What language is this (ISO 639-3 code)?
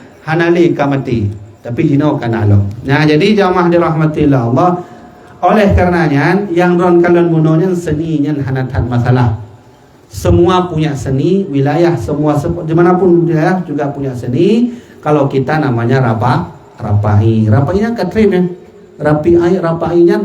ace